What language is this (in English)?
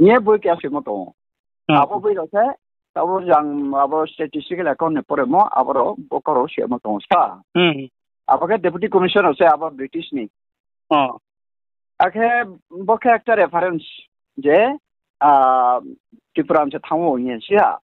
Riang (India)